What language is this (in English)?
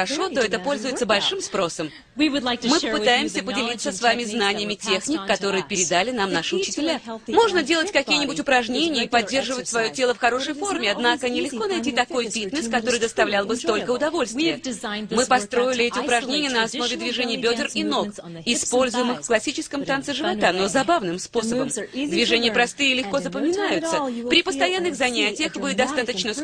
Russian